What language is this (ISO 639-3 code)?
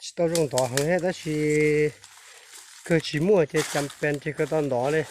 hmn